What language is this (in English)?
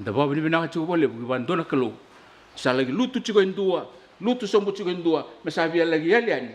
Fijian